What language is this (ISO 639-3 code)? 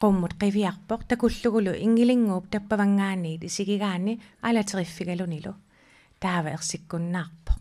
kal